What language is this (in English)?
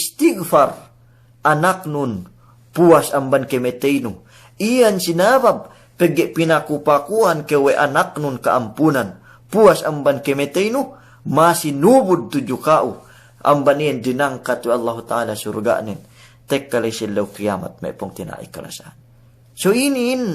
Yakan